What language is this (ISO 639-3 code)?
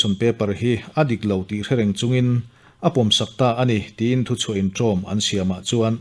lus